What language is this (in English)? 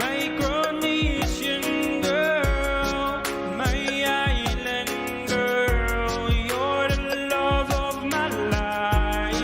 Pohnpeian